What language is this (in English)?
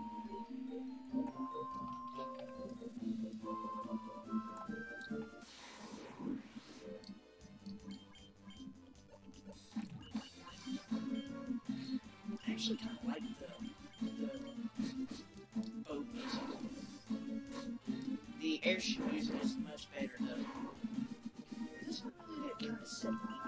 English